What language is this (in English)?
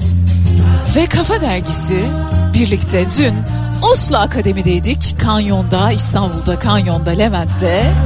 Turkish